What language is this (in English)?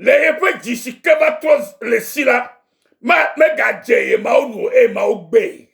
Ewe